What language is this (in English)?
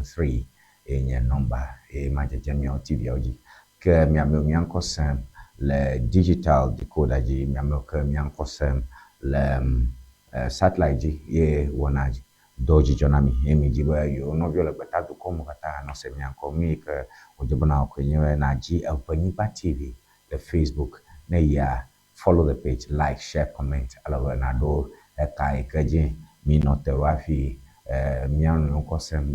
Ewe